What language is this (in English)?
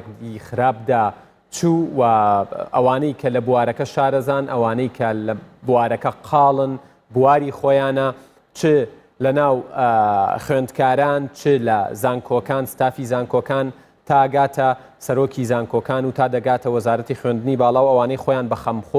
Central Kurdish